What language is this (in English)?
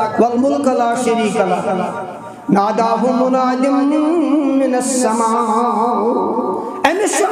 Kashmiri